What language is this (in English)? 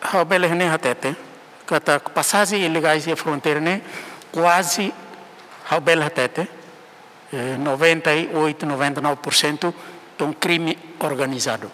Tetum